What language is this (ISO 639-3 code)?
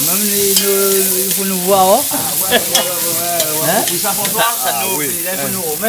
rcf